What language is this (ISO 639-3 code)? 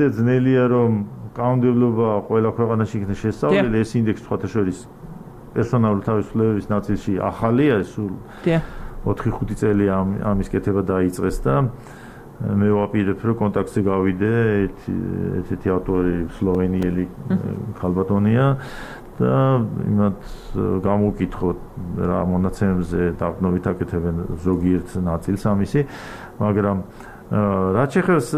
kat